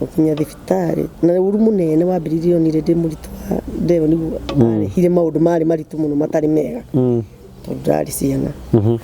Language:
Kikuyu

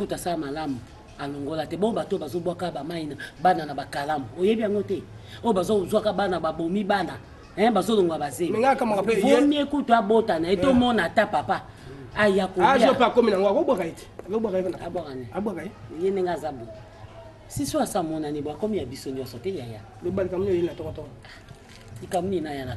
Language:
Lingala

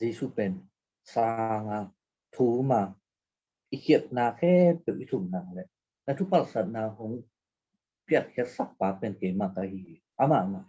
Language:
Tedim Chin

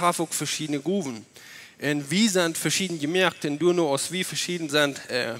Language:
Plautdietsch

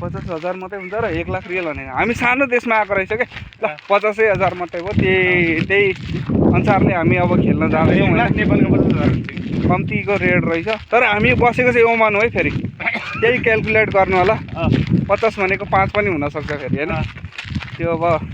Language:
Nepali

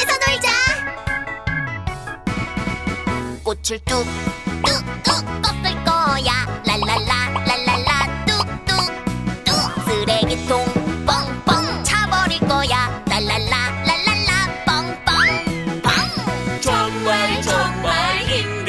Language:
Korean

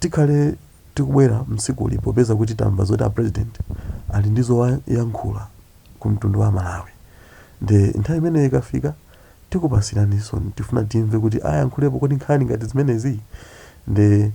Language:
Nyanja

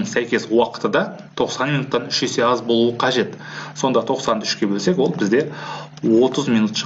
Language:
Kazakh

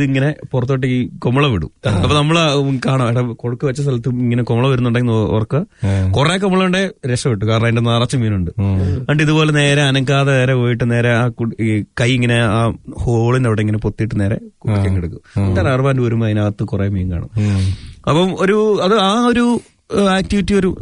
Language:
Malayalam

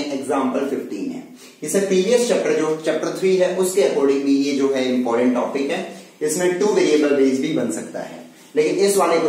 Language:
Hindi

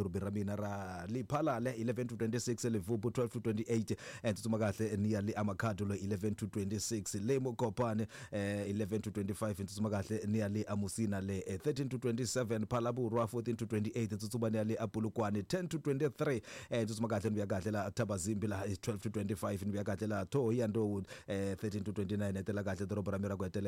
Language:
Tsonga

